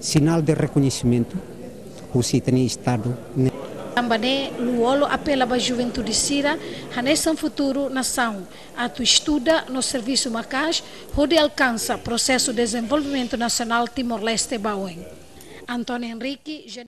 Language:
Tetum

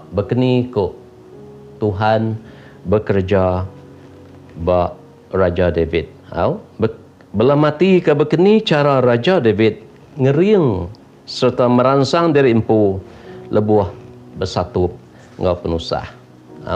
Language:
Iban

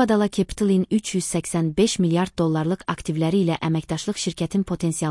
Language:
Azerbaijani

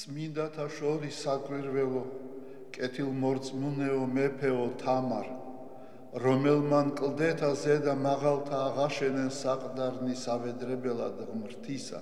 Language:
Georgian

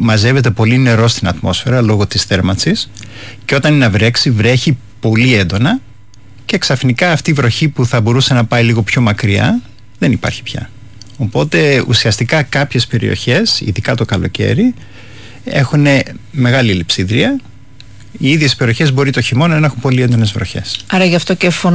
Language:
Greek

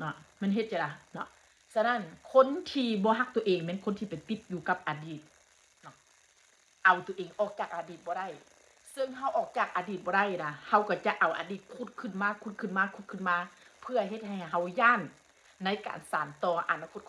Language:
Northeastern Thai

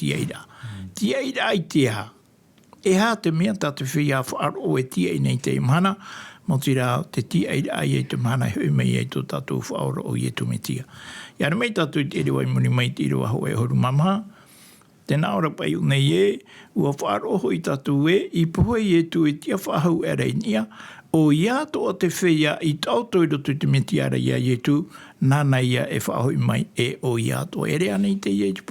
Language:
Tahitian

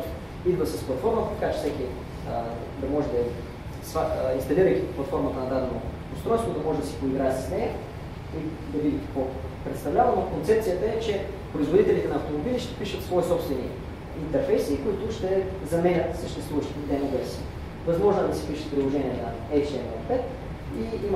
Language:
Bulgarian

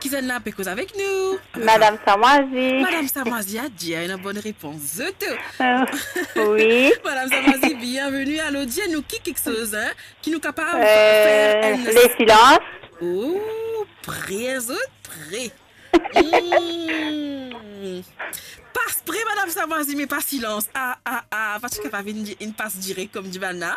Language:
Morisyen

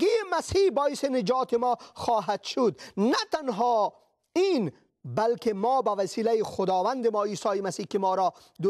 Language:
Persian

